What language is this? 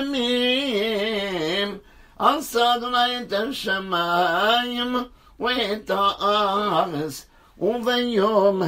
Hebrew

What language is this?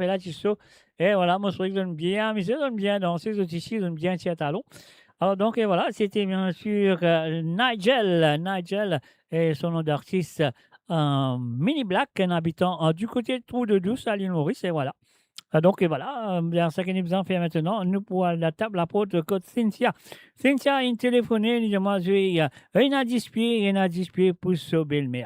Morisyen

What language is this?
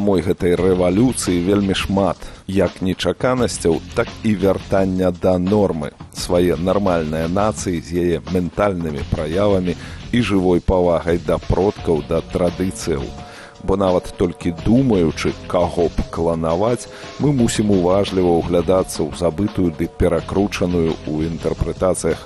Belarusian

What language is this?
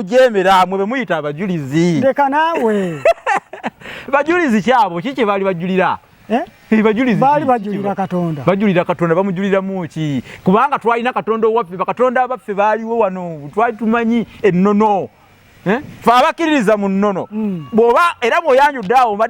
Ganda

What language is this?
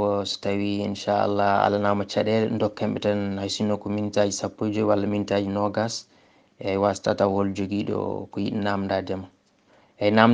Fula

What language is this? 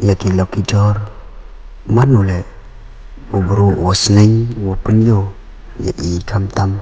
Pnar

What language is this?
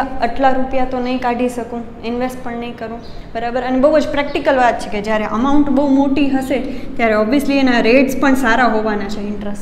Gujarati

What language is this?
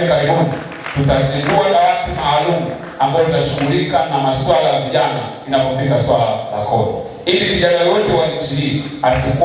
Swahili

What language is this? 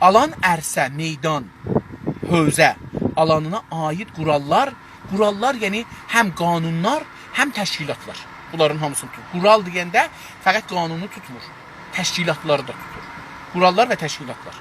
South Azerbaijani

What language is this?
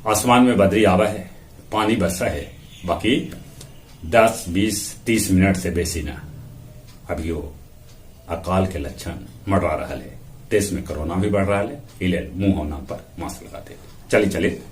Magahi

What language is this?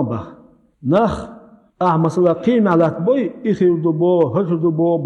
Chechen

